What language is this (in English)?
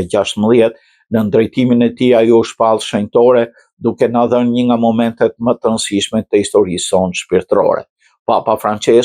Albanian